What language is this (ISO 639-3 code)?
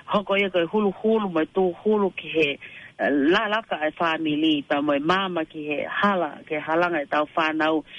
ton